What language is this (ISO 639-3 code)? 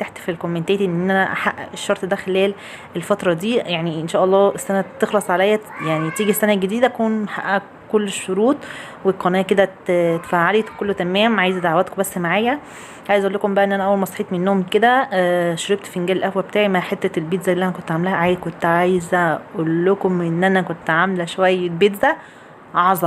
arz